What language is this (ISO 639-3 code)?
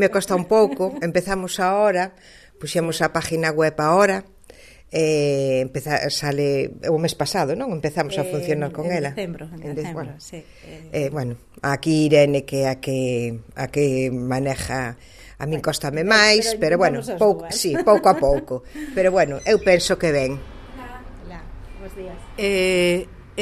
glg